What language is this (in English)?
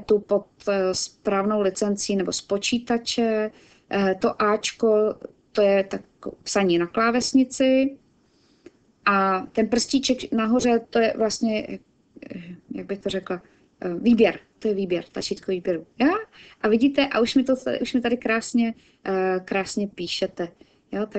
Czech